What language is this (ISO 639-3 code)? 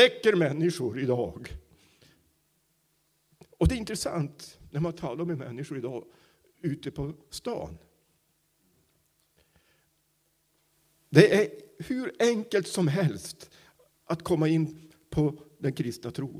swe